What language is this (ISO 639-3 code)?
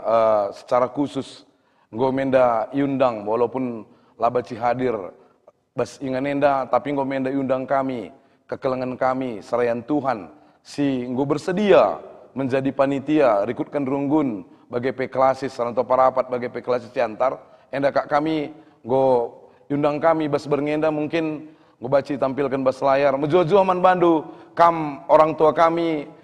btx